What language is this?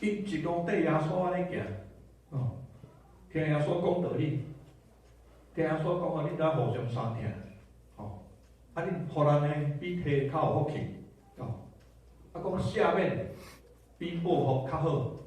Min Nan Chinese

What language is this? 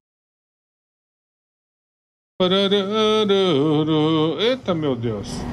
Portuguese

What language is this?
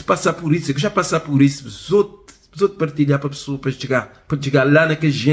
Kabuverdianu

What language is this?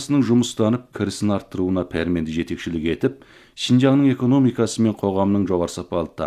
Kazakh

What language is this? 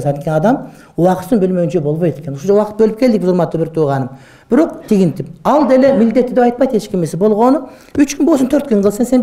Kyrgyz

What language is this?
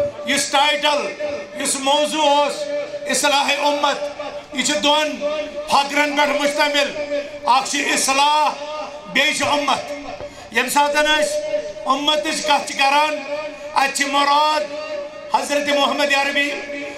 Kashmiri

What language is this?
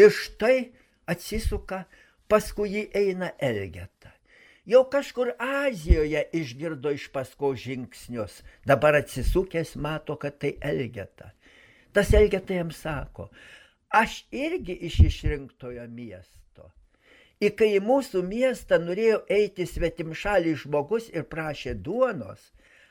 Lithuanian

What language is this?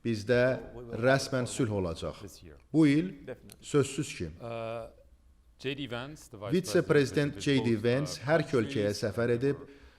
Azerbaijani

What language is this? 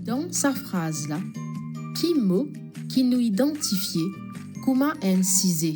Morisyen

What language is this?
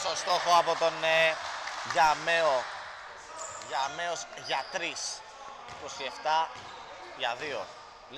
Greek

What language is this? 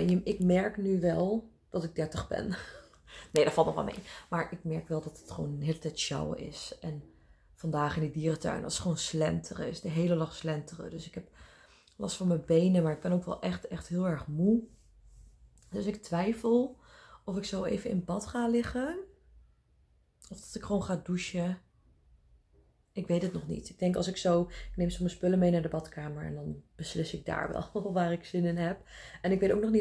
Dutch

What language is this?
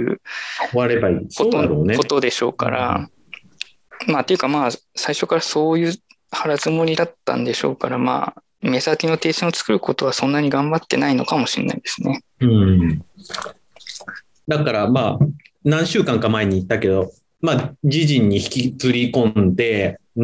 Japanese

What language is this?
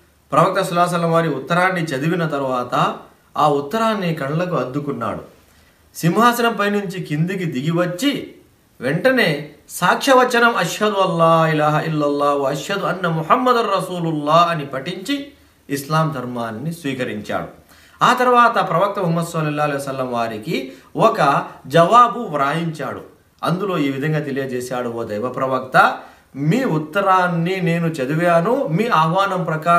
Telugu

